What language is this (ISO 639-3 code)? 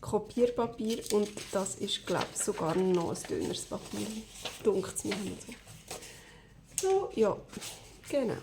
gsw